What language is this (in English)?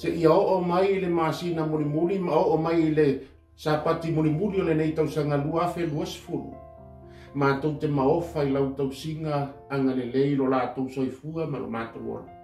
Samoan